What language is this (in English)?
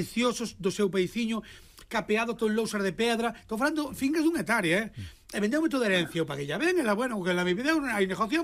Galician